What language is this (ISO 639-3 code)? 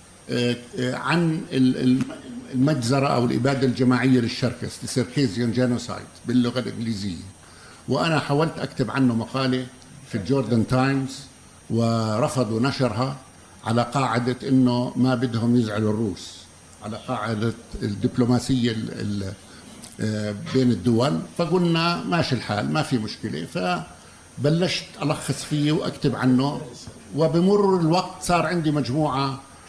apc